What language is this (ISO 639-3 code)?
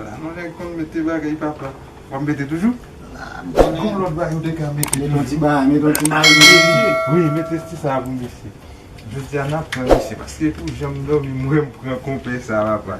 hat